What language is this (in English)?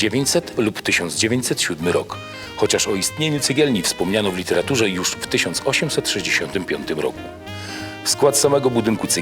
Silesian